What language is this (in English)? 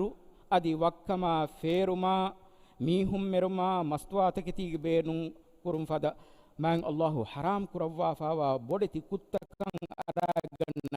Divehi